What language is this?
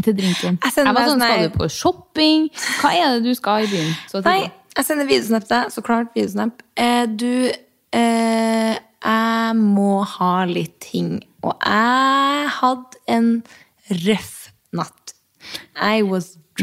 Norwegian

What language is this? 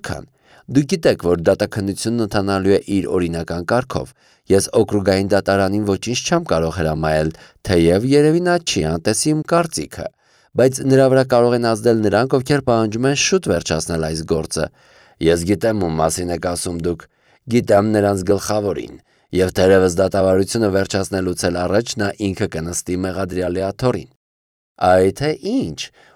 Armenian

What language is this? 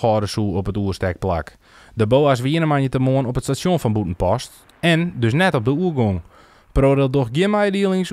Western Frisian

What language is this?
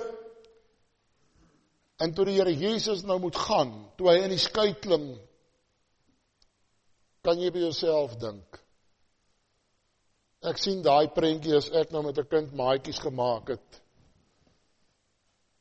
Afrikaans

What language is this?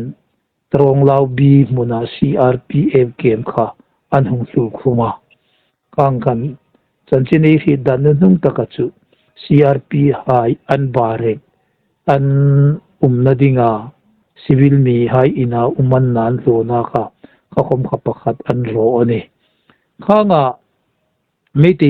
Hmar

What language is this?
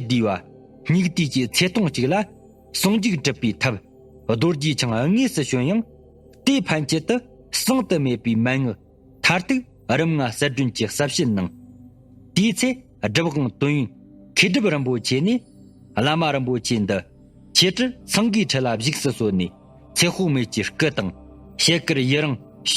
Tibetan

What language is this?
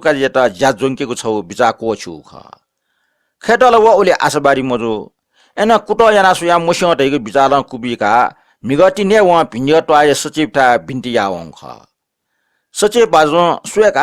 Newari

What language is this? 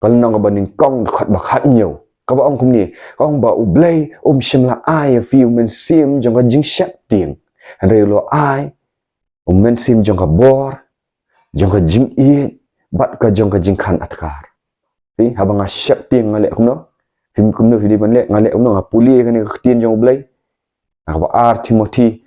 Khasi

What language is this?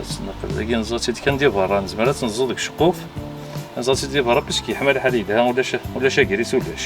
Kabyle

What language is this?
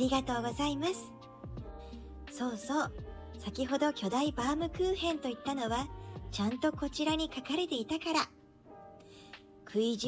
Japanese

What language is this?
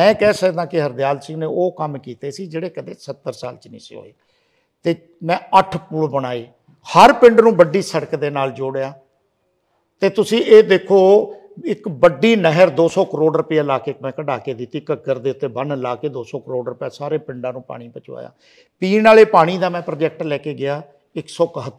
Punjabi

